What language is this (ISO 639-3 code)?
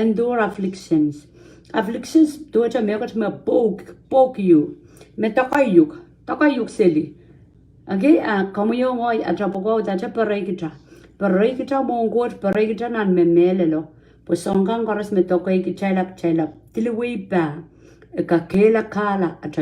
pon